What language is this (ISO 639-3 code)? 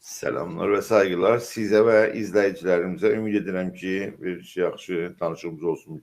azb